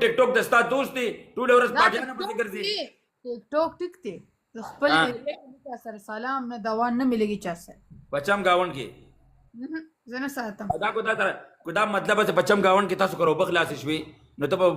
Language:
Pashto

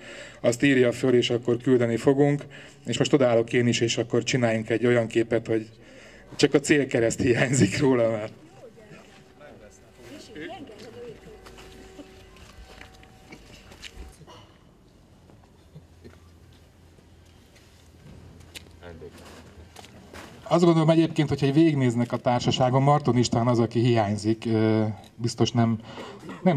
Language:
Hungarian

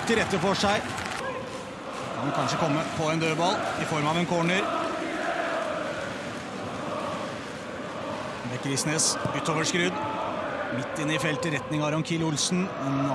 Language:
Norwegian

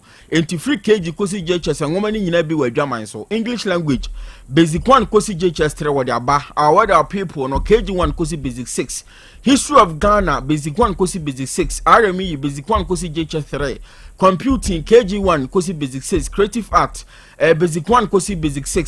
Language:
Akan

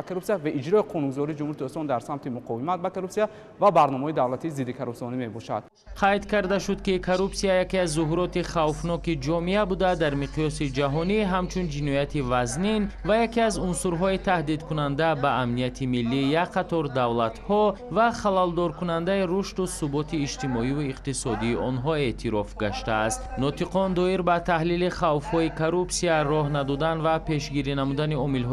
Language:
Tajik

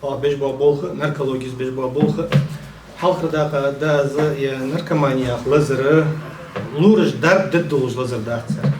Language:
Ingush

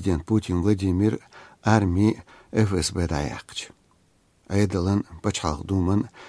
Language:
Chechen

